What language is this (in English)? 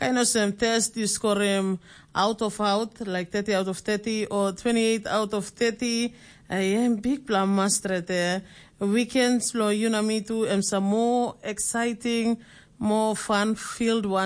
Tok Pisin